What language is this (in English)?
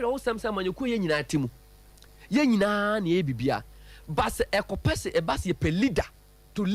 Akan